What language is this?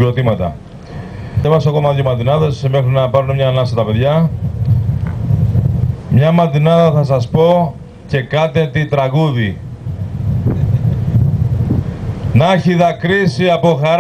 Greek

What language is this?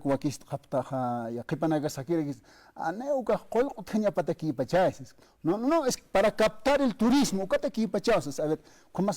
Aymara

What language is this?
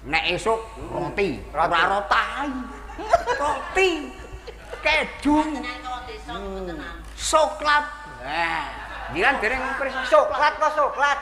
Javanese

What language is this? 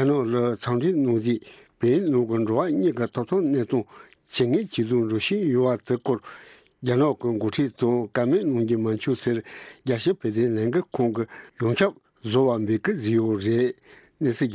Tibetan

